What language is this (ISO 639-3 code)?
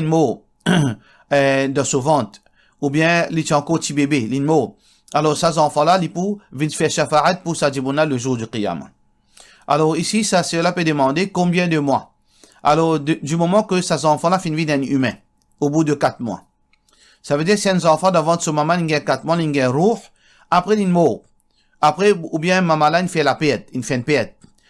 mfe